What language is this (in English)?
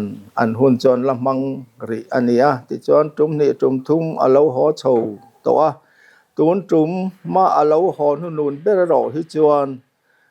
Mizo